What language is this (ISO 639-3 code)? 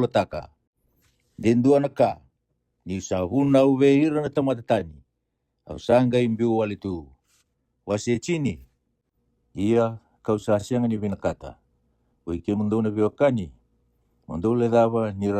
fij